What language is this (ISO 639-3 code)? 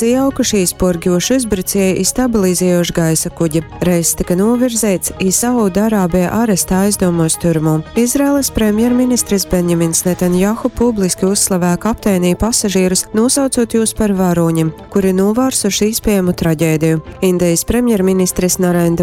ltg